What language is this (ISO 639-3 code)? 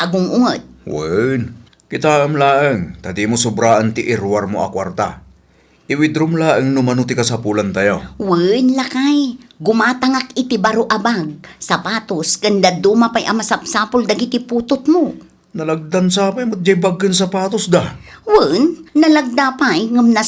ilo